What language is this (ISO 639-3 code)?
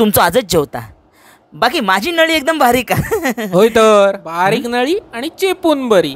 kok